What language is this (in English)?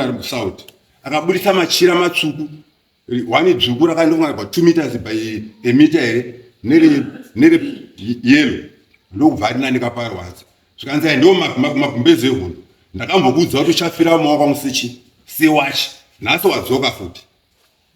Shona